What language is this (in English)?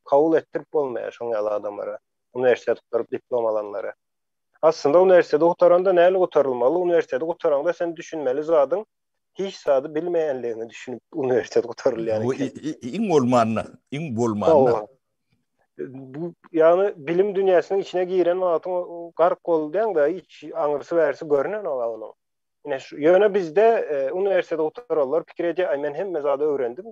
Turkmen